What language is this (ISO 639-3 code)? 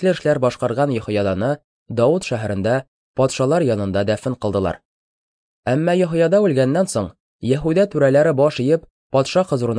tat